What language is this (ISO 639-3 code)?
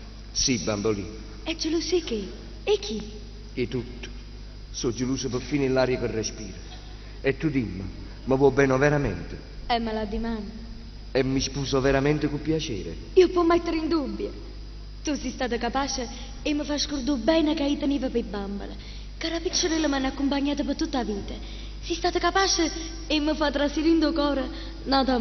nap